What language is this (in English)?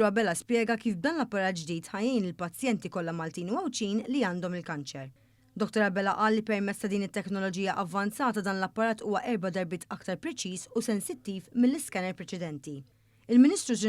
Maltese